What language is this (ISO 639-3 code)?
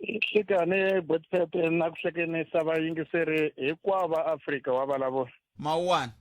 tso